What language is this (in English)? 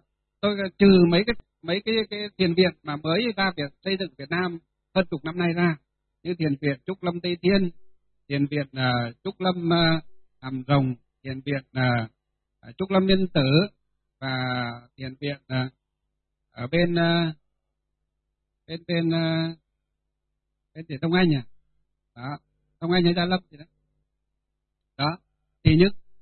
Vietnamese